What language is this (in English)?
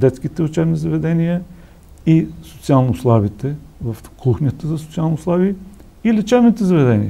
Bulgarian